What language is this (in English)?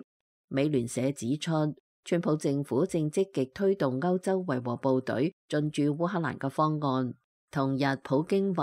Cantonese